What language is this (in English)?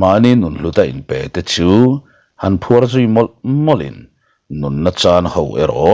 Mizo